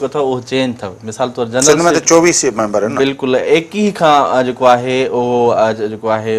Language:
Sindhi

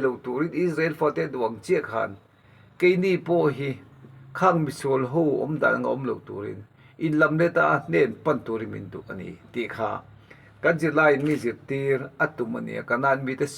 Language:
Mizo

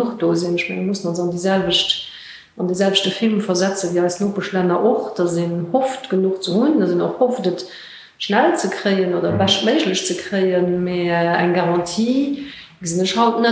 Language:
Luxembourgish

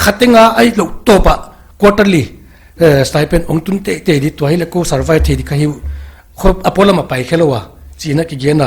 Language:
Paite Chin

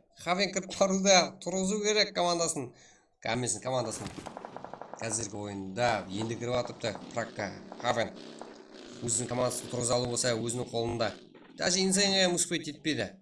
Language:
Kara-Kalpak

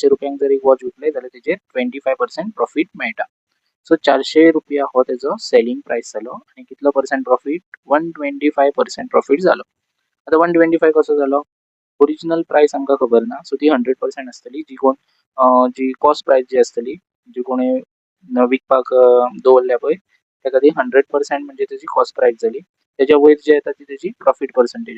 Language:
Konkani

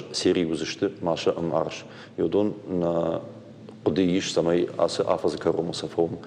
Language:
Ossetic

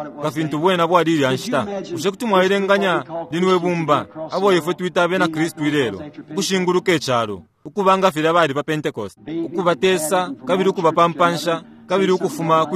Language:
Bemba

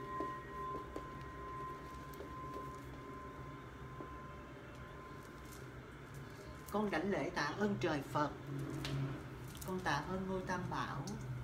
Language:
Vietnamese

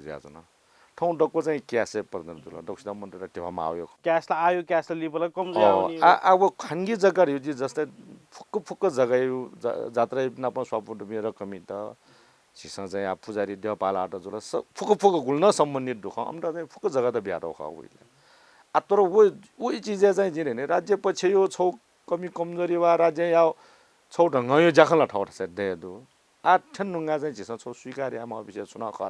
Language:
Newari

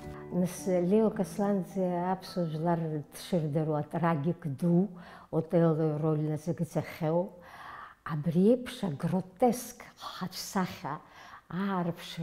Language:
Abkhazian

